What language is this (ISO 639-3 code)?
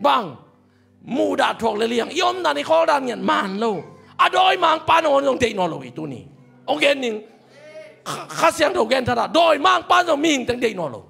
ctd